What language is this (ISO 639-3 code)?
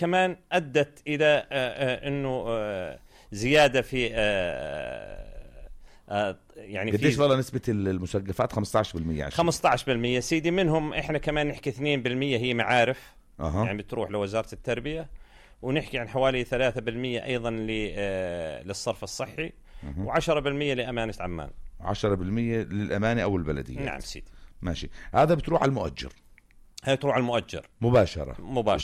apc